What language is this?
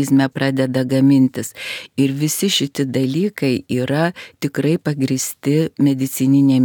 Lithuanian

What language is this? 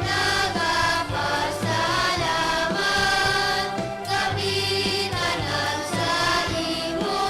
Hiligaynon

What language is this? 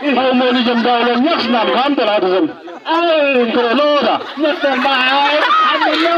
Chang Naga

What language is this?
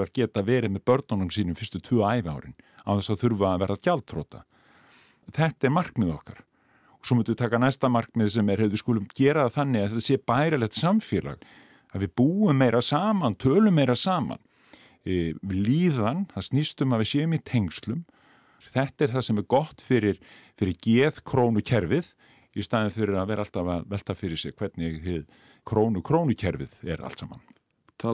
Icelandic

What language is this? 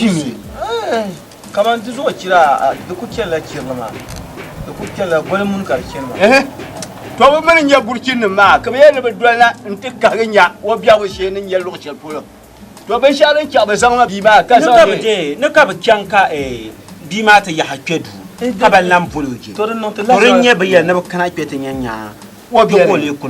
Dagbani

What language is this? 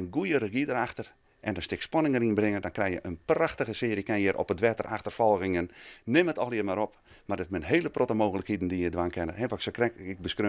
Western Frisian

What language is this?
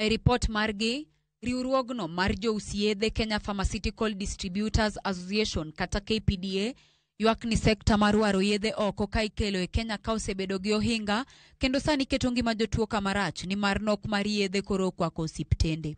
Luo (Kenya and Tanzania)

